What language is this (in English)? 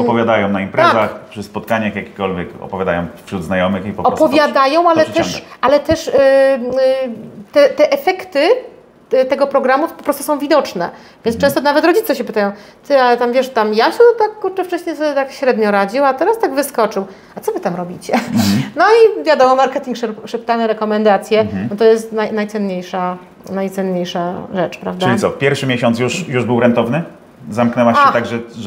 Polish